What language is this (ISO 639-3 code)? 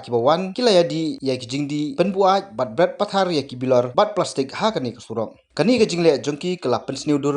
kha